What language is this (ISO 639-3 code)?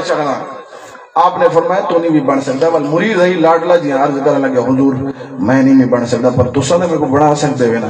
skr